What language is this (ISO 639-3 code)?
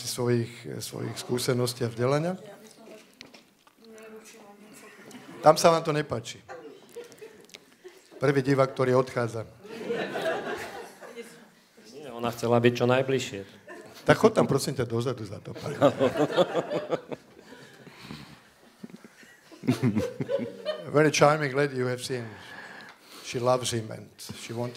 slk